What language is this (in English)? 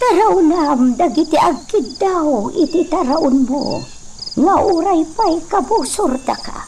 Iloko